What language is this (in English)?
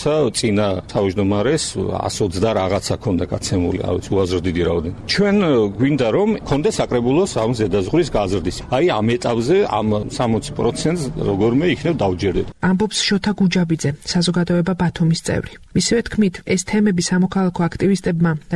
Georgian